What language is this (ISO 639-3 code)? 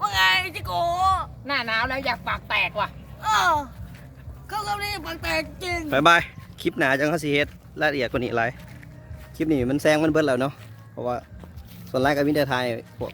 tts